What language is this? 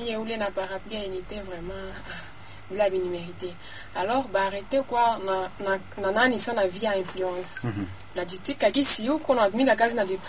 Swahili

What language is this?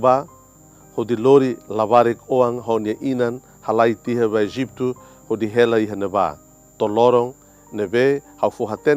Tetum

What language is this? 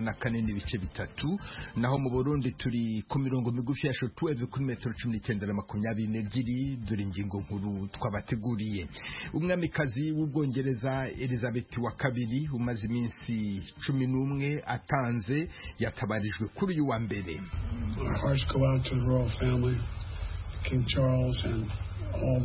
Kinyarwanda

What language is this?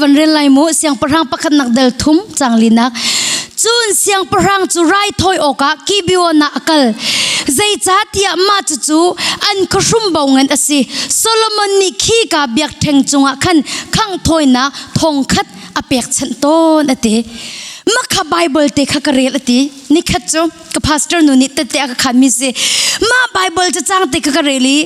Hakha Chin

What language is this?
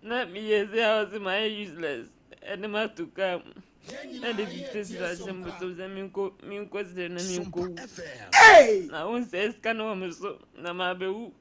Akan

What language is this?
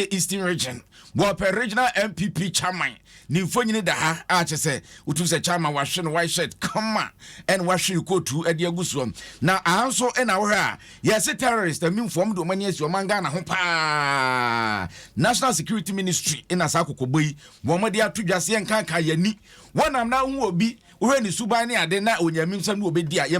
Akan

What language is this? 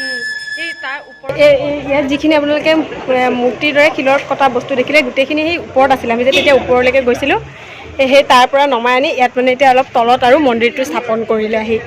Assamese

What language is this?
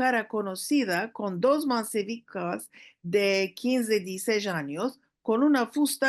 Ladino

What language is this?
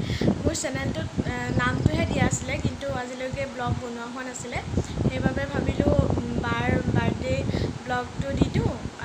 Assamese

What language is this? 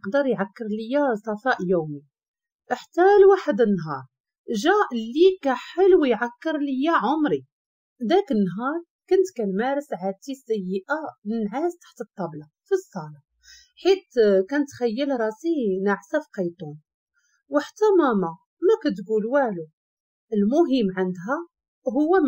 Moroccan Arabic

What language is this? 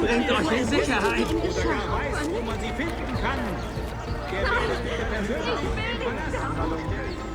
Bavarian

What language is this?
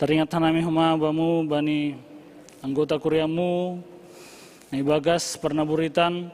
Batak Simalungun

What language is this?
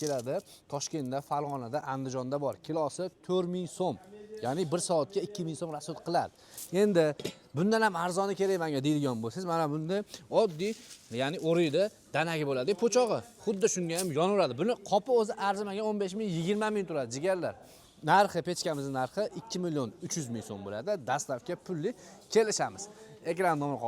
Uzbek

